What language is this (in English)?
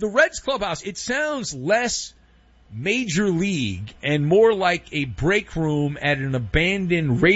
English